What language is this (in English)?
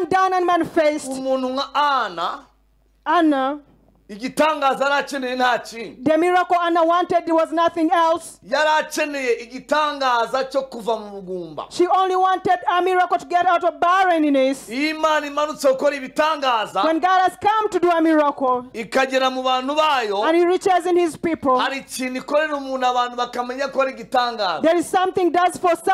Kinyarwanda